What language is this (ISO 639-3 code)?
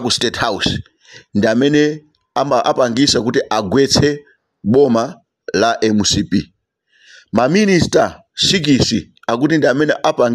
nya